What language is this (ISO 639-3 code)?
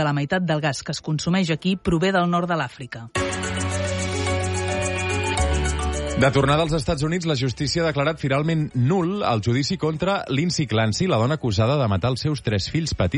cat